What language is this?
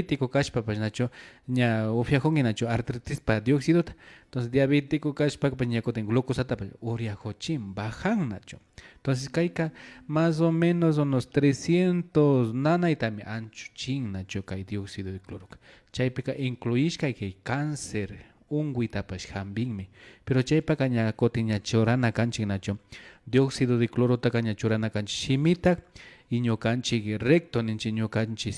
Imbabura Highland Quichua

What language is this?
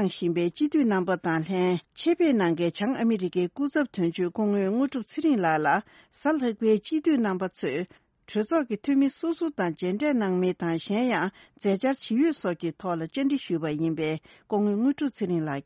Tibetan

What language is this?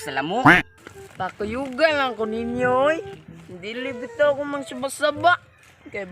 Cebuano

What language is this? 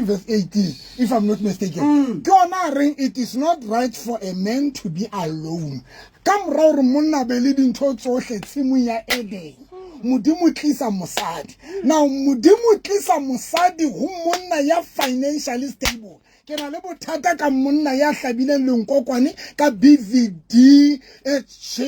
Southern Sotho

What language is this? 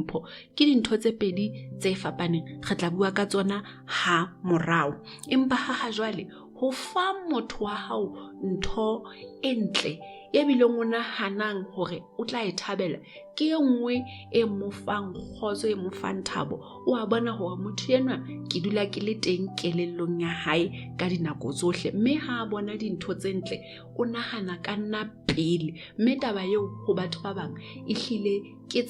Southern Sotho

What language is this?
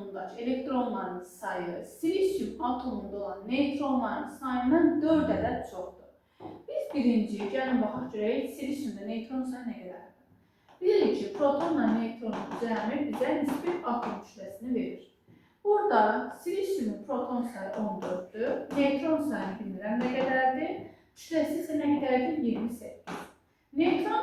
Azerbaijani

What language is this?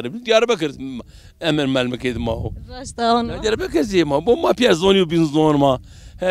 Zaza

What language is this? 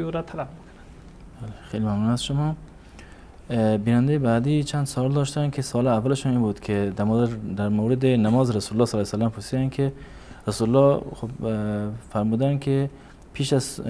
Persian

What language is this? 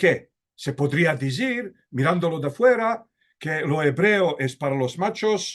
Ladino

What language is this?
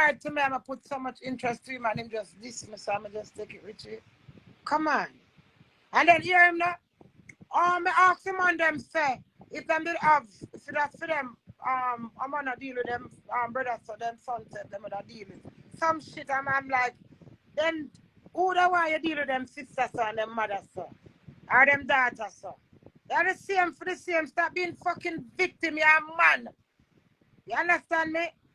Jamaican Creole English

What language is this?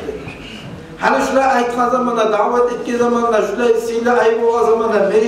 Kumyk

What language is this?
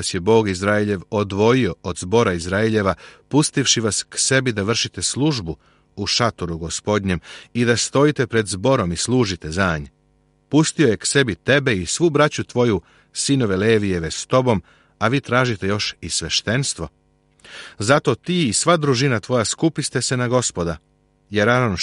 Serbian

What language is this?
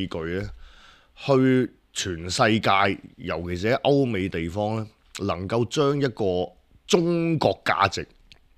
Cantonese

